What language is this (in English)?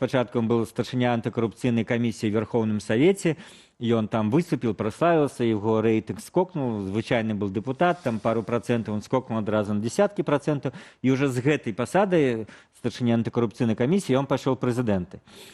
Belarusian